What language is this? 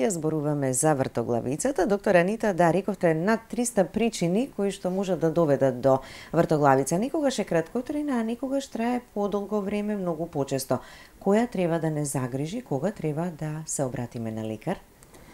Macedonian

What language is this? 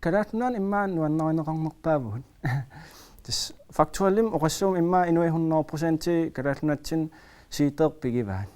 Kalaallisut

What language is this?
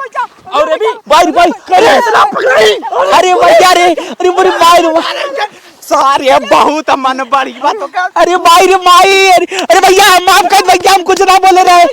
Awadhi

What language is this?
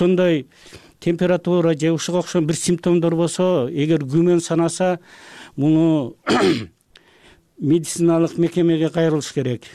Kyrgyz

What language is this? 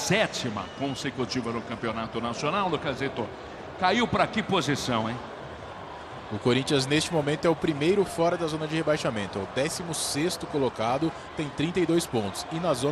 Portuguese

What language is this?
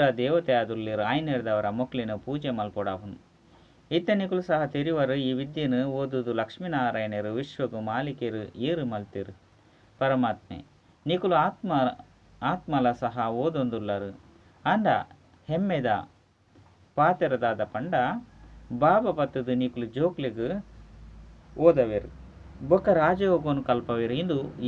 Tulu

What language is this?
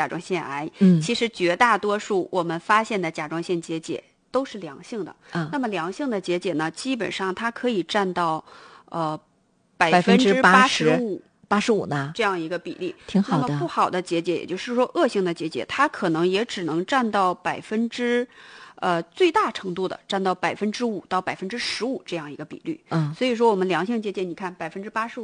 Chinese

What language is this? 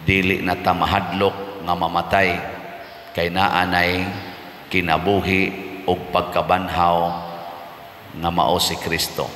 Cebuano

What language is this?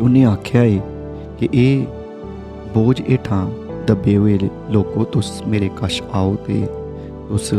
Dogri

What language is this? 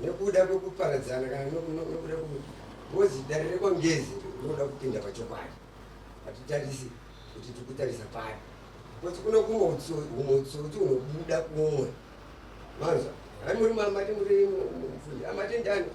Shona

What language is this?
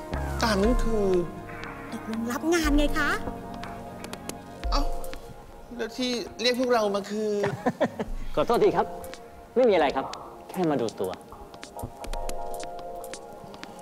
Thai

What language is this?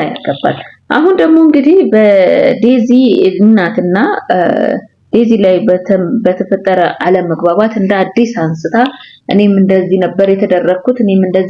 Amharic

